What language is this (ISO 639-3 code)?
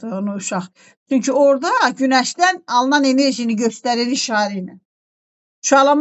aze